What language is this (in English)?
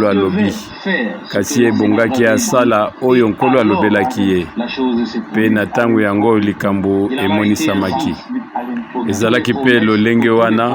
Lingala